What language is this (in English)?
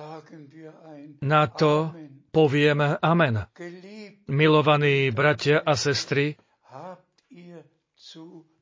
Slovak